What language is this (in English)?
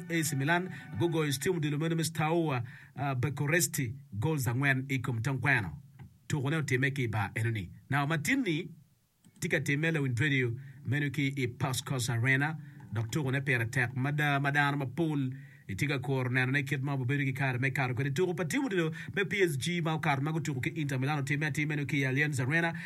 Acoli